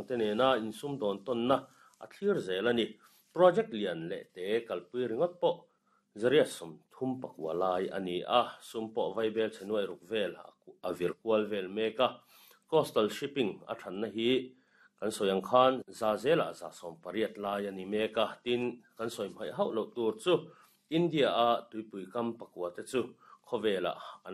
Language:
Mizo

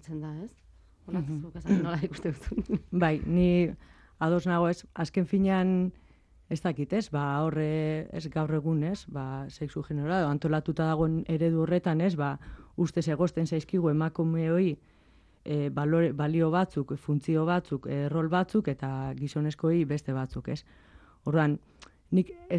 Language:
Basque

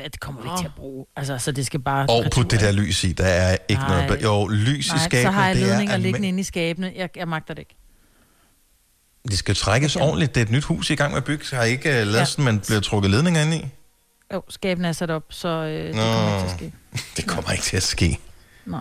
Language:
Danish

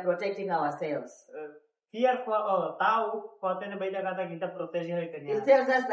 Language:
Tetum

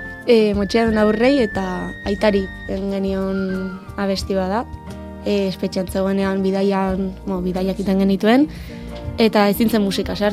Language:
Basque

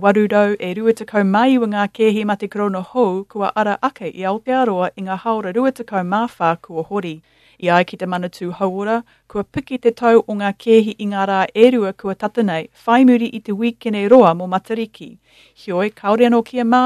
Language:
Māori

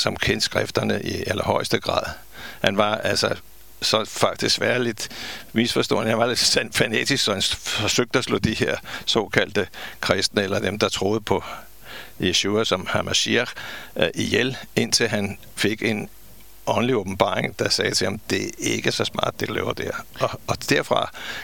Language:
Danish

